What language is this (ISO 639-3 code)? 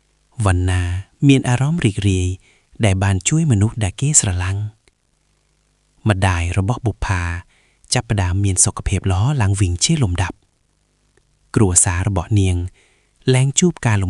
khm